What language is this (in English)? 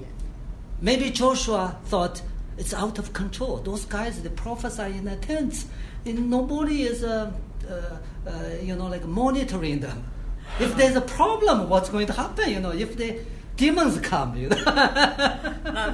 Chinese